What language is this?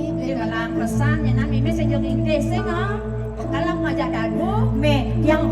Balinese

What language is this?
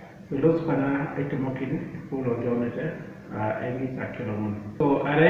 Teso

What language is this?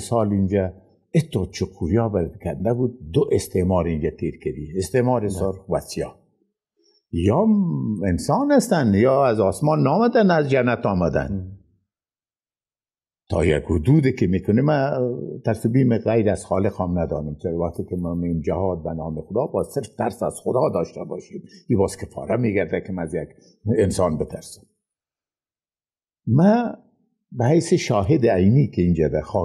Persian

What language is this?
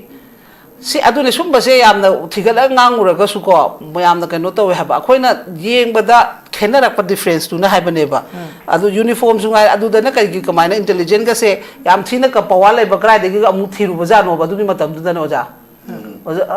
Manipuri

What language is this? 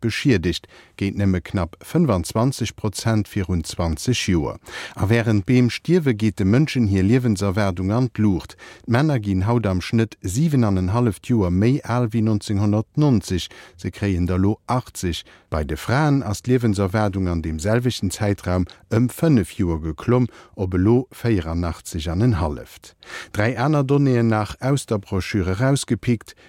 Luxembourgish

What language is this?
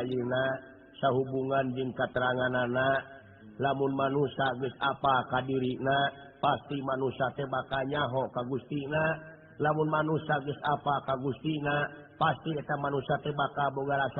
Sundanese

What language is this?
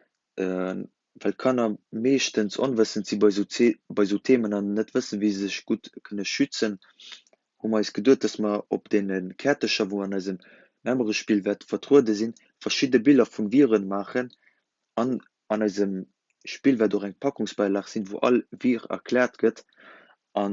Luxembourgish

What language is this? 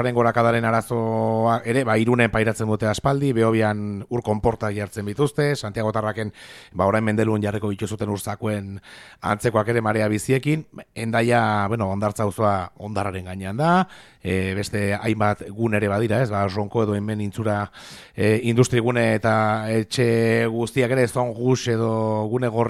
Basque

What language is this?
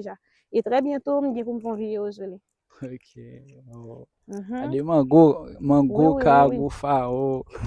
Haitian Creole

